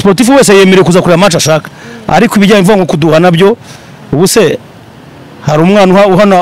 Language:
Kinyarwanda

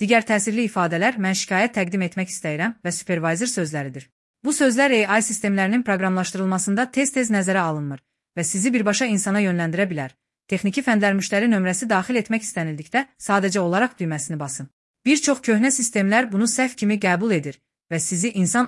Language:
Azerbaijani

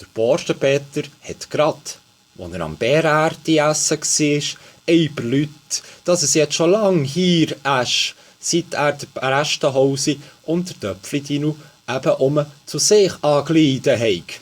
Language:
Swiss German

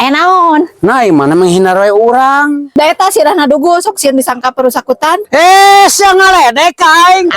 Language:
Sundanese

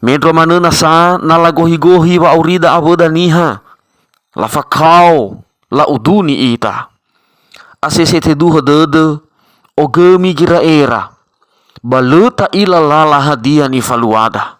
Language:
Nias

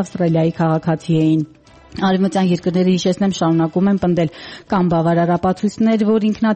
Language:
Armenian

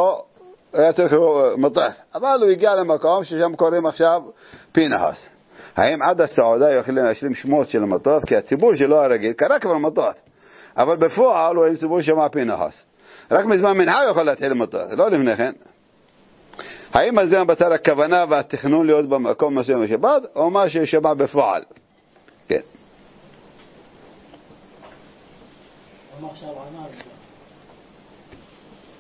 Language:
Hebrew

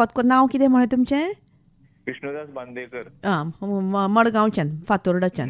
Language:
Konkani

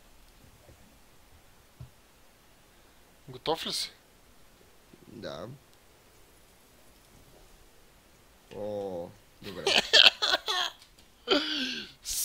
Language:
Bulgarian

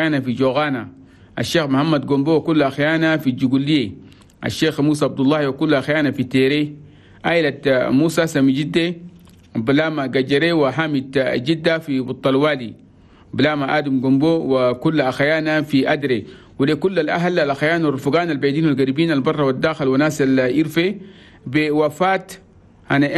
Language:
Chadian Arabic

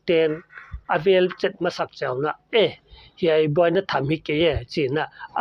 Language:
Paite Chin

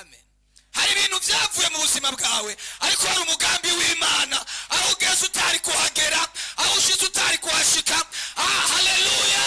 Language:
Rundi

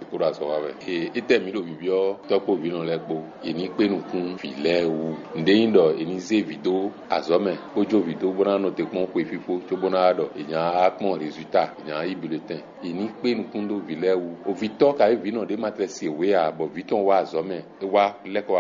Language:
Fon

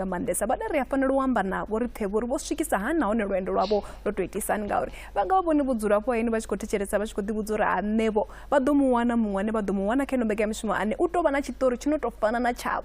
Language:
Venda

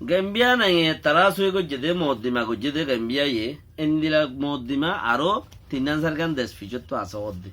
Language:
Rohingya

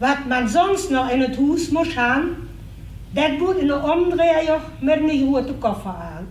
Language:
Limburgish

